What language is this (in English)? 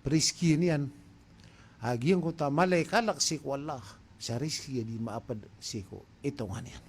Maranao